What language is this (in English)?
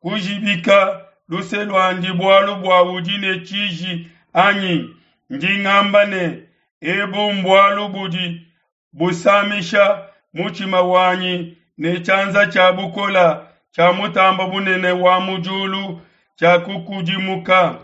Luba-Lulua